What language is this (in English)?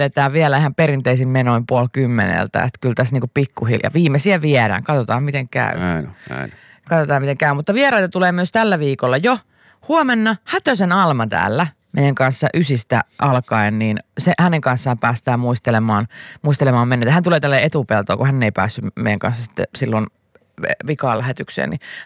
Finnish